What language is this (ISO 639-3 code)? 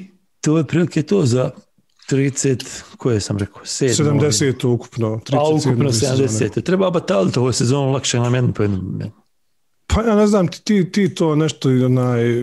bos